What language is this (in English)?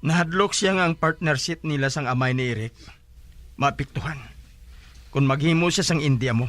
Hiligaynon